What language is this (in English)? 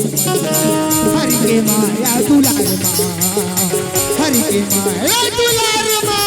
Chhattisgarhi